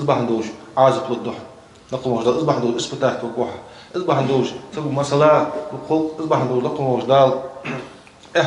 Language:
Ingush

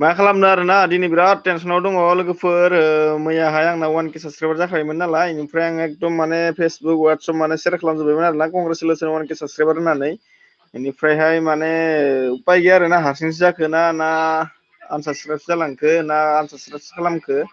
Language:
Bodo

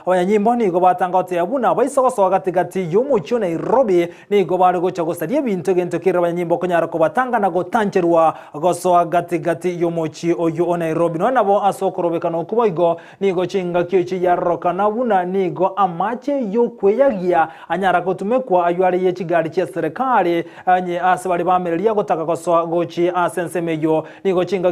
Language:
Gusii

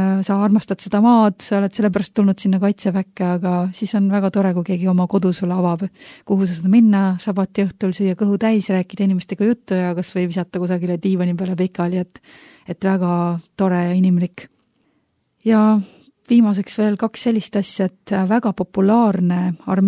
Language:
Estonian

